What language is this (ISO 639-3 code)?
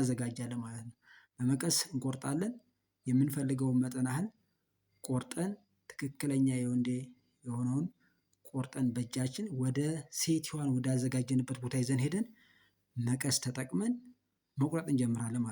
amh